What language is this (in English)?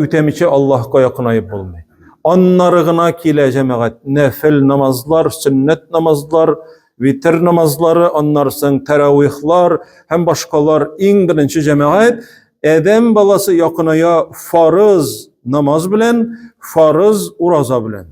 Tatar